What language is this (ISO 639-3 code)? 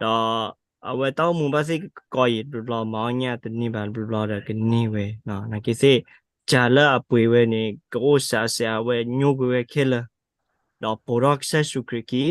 ksw